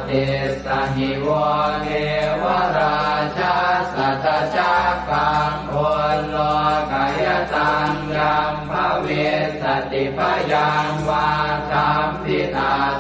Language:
Pali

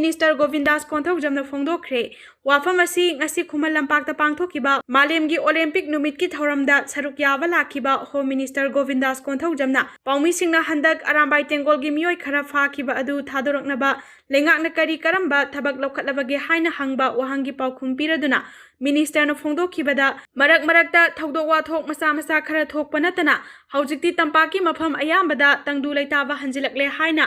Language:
Manipuri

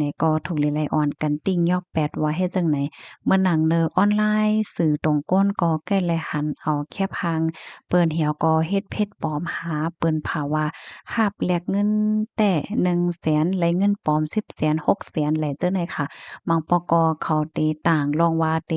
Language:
Shan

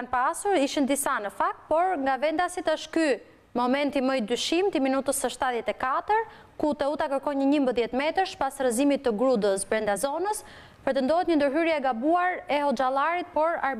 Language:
Albanian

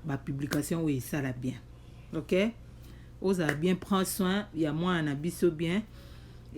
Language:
Lingala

